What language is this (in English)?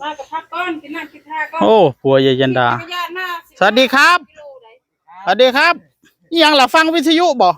Northeastern Thai